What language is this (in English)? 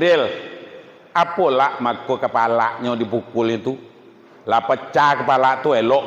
Minangkabau